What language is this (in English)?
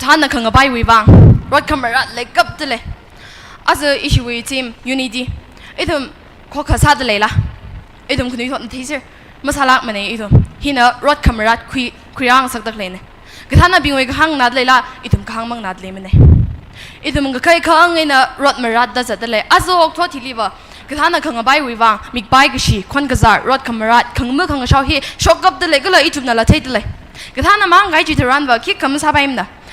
Tangkhul Naga (India)